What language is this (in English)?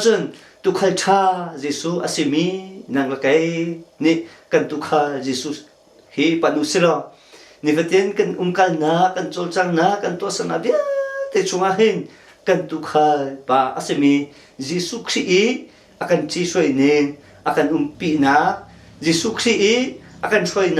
Hakha Chin